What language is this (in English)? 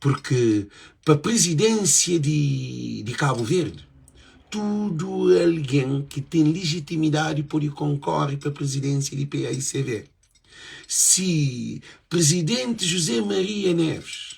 Kabuverdianu